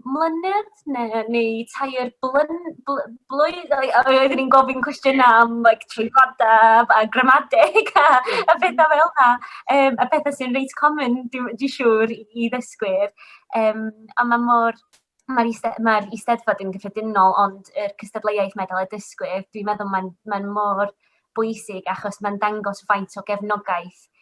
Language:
Welsh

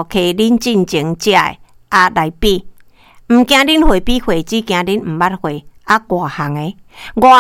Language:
Min Nan Chinese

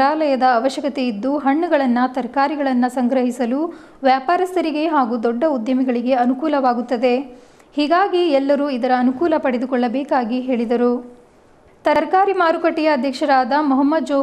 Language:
Kannada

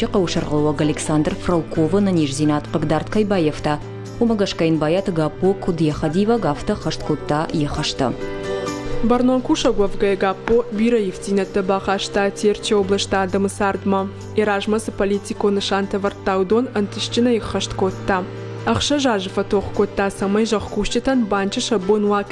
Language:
Ossetic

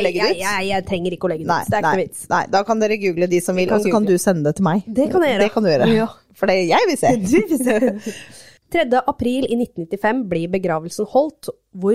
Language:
Norwegian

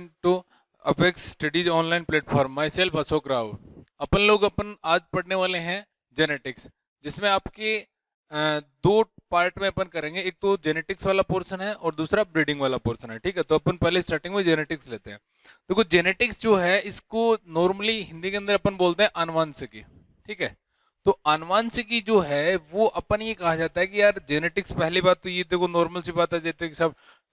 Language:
Hindi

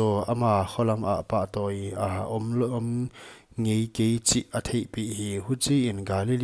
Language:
Paite Chin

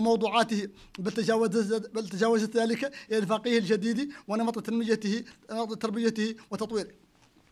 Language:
Arabic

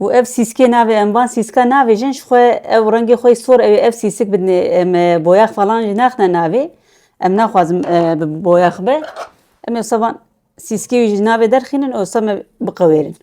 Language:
Kurdish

